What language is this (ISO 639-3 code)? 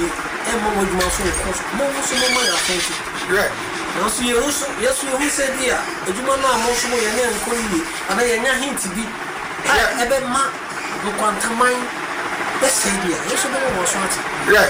aka